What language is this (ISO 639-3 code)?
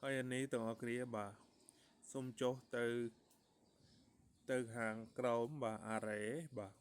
khm